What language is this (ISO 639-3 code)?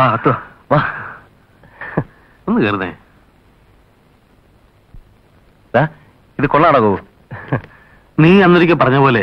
mal